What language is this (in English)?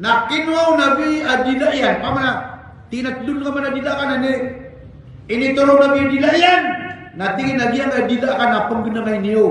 Maranao